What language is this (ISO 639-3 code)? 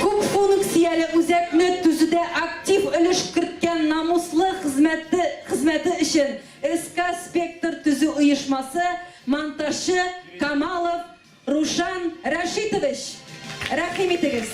tat